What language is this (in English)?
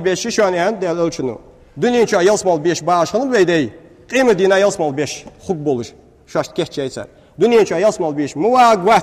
Ingush